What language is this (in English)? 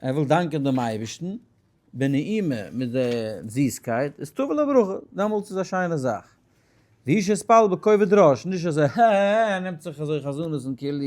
Yiddish